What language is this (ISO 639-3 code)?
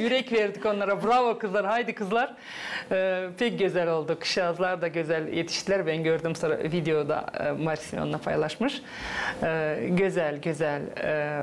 gag